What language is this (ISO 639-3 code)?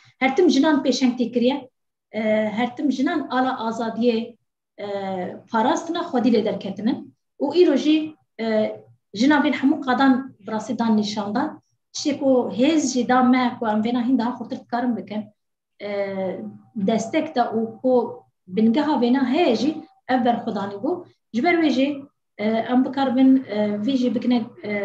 kur